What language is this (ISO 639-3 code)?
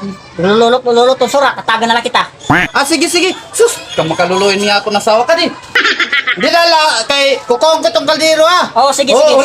war